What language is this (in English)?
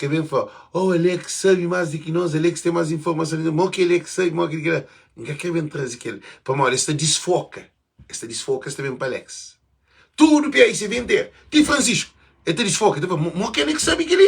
Kabuverdianu